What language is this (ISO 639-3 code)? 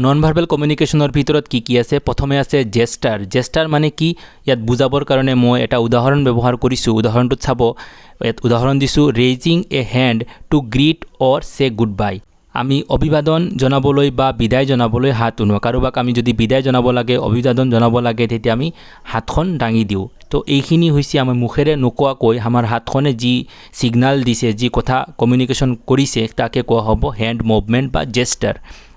asm